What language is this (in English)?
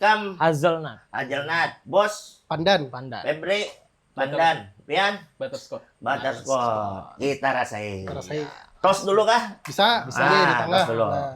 Banjar